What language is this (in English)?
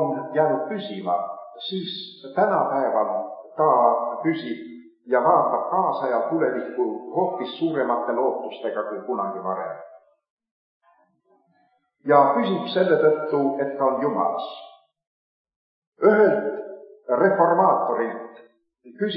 Estonian